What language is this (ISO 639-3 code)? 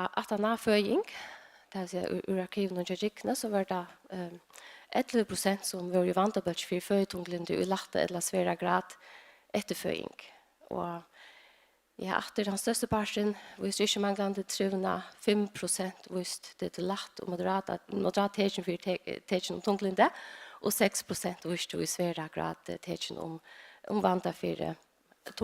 fao